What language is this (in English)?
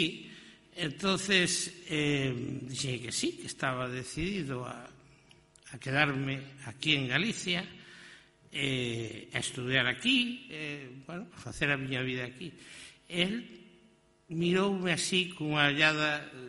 Galician